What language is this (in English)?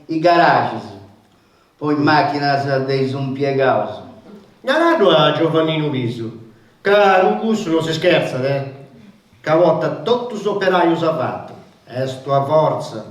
Sardinian